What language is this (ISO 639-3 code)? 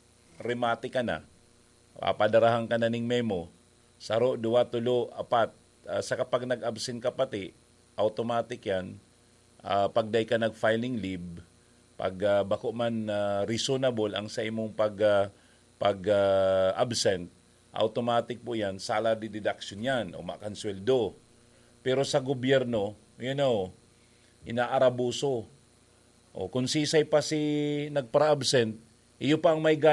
bik